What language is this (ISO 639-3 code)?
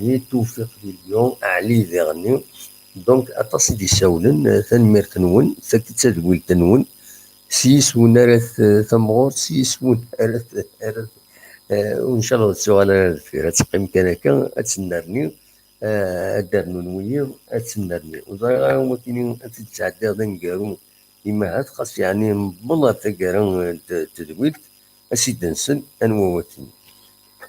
kab